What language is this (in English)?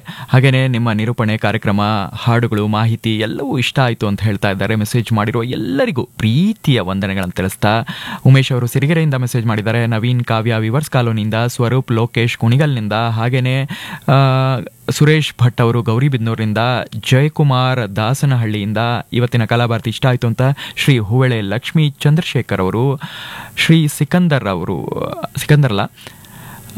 Kannada